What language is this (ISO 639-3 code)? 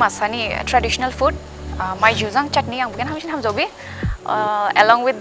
dis